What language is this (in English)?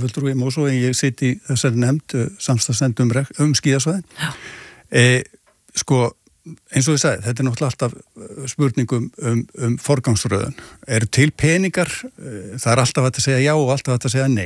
Icelandic